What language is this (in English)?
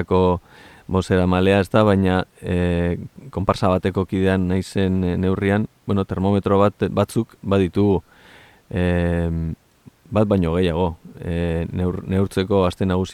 Basque